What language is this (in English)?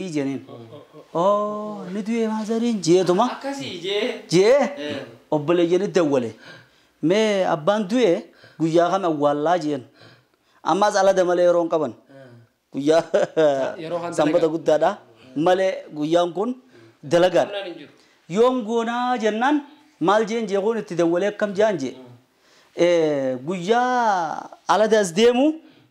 Oromo